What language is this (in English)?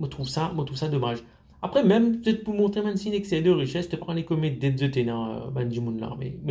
Morisyen